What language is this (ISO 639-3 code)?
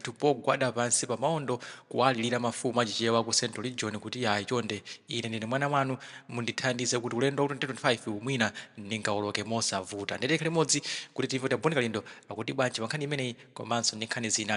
nya